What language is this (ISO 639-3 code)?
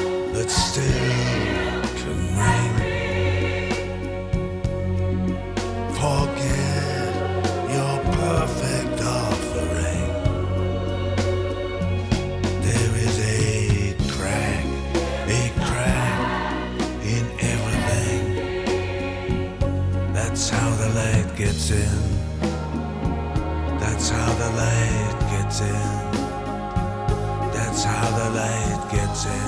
isl